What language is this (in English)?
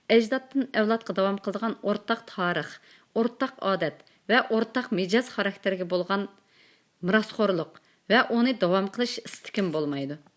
Uyghur